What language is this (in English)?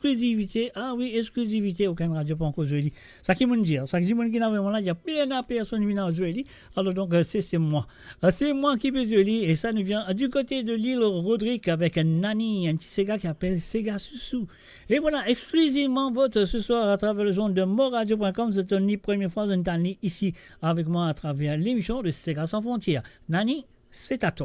Morisyen